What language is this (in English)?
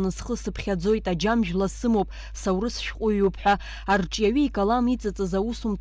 Abkhazian